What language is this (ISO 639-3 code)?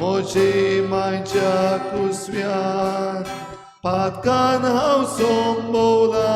kok